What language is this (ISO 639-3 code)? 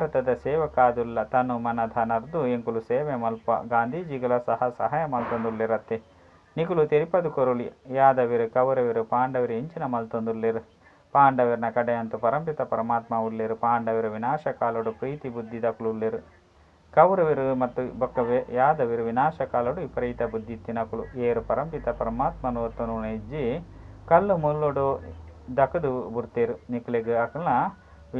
tcy